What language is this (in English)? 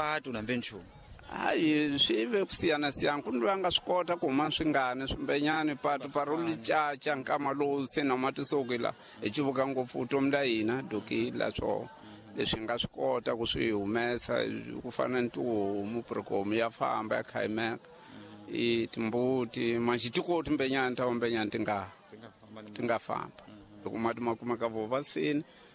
Tsonga